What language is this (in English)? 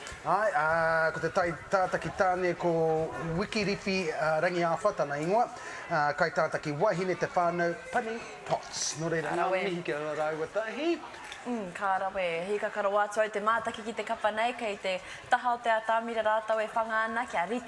Māori